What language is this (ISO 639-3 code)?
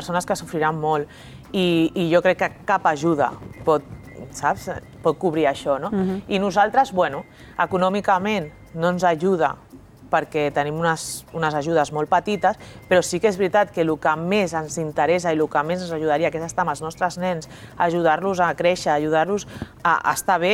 cat